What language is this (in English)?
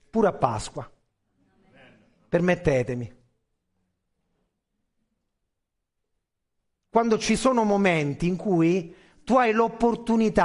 Italian